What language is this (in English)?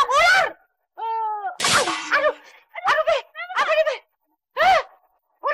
Betawi